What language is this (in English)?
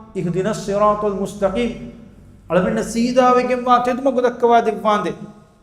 Divehi